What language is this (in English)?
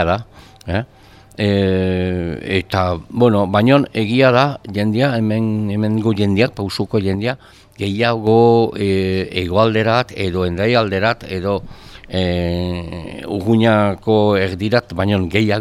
Basque